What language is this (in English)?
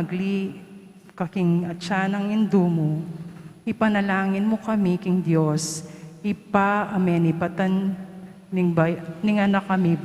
Pampanga